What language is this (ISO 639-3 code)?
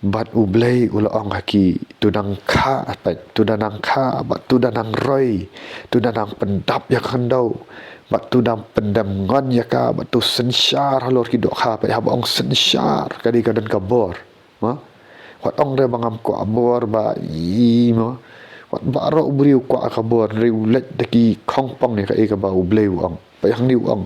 kha